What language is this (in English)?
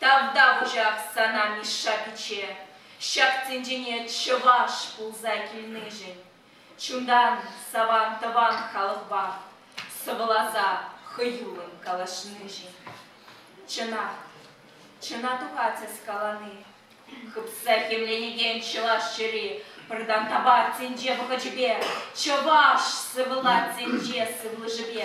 Chuvash